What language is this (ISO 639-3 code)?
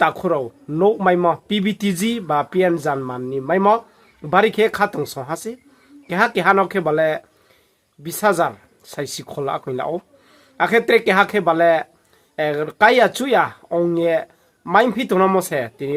ria